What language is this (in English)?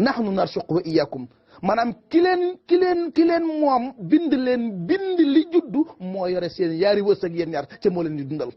Wolof